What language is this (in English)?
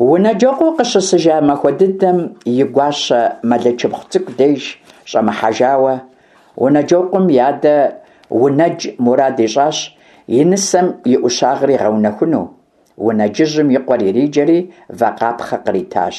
Kabardian